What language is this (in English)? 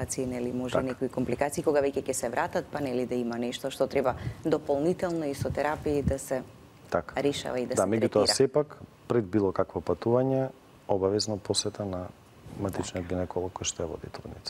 Macedonian